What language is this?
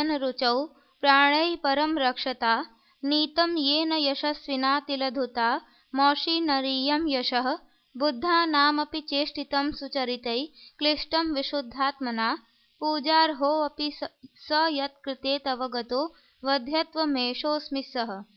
Sanskrit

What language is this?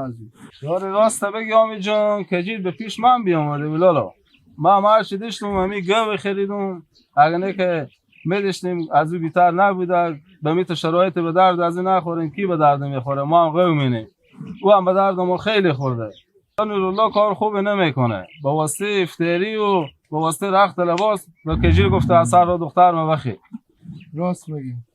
Hazaragi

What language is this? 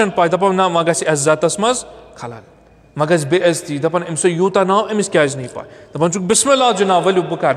Kashmiri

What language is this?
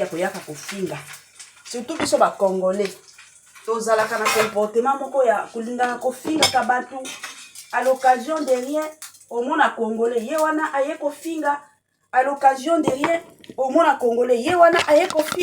Lingala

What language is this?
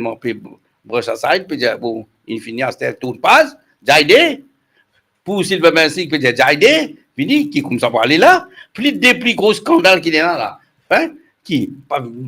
Morisyen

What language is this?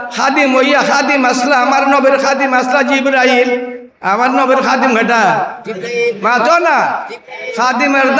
Sylheti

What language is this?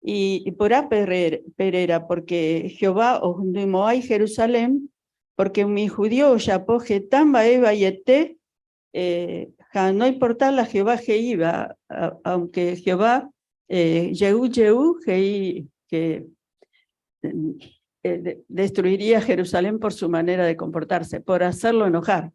Guarani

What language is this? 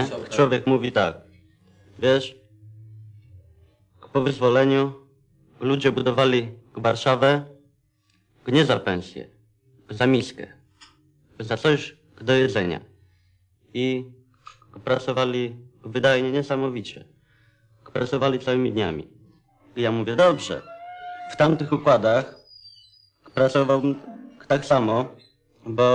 Polish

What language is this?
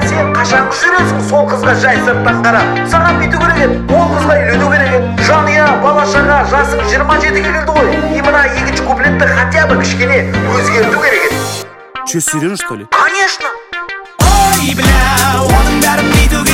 Kazakh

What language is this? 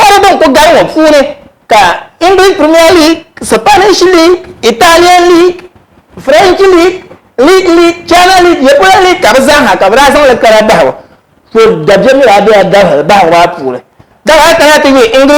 Dagbani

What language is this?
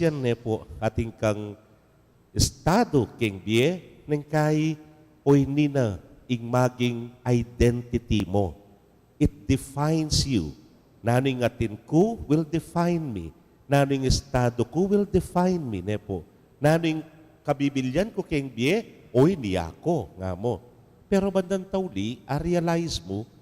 Pampanga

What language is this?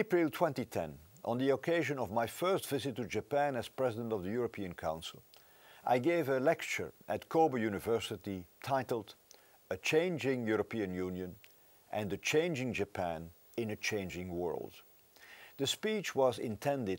English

